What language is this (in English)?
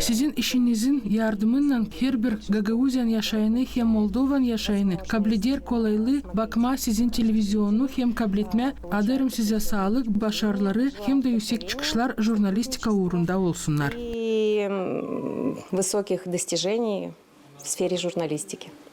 Gagauz